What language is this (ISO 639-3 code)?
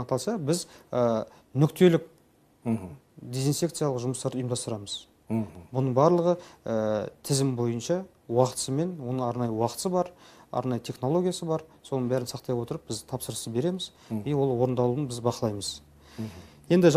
kaz